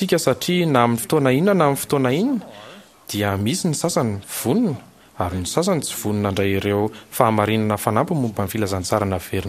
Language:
Malagasy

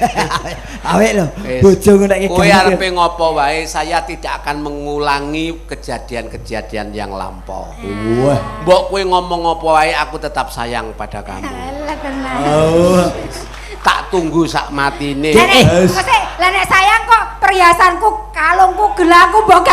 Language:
Javanese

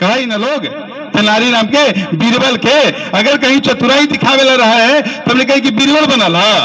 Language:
Magahi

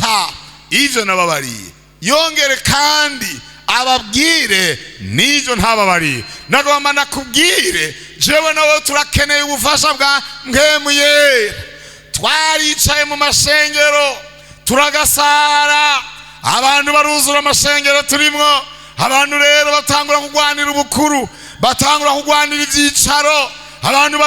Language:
Rundi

